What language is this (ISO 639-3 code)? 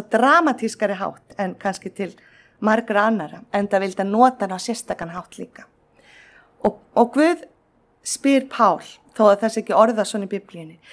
isl